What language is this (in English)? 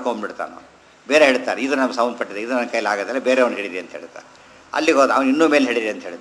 Kannada